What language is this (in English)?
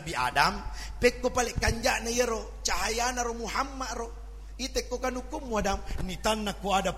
Buginese